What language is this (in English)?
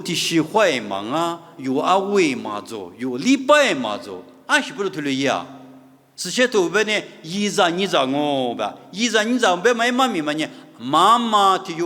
Lisu